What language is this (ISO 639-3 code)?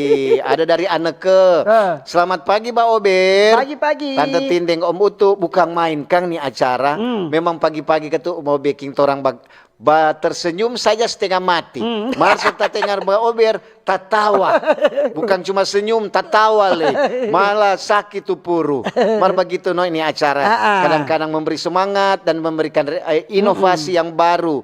xmm